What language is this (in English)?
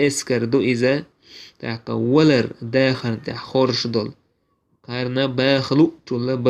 Chechen